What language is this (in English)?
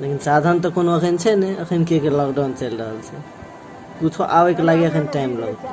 Maithili